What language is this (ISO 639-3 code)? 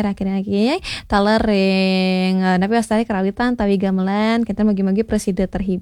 ban